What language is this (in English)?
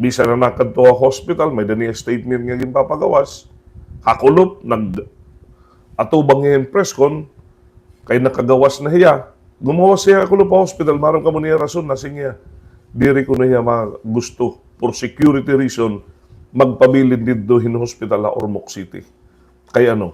Waray